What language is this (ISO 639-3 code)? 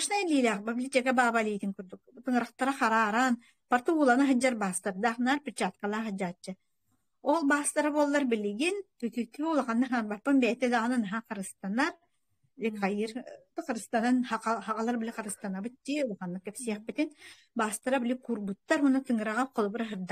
sah